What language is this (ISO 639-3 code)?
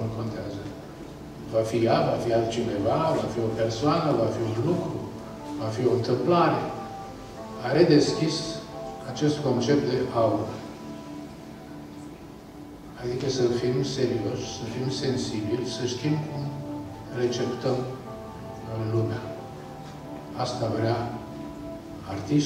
ron